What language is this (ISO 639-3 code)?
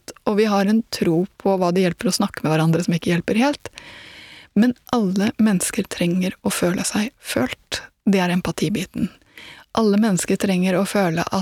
nor